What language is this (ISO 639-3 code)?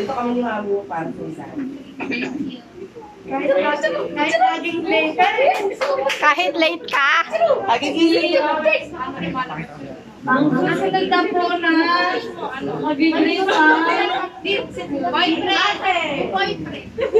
fil